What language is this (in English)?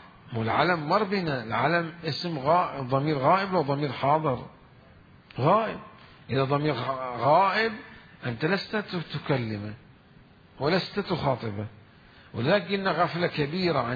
Mesopotamian Arabic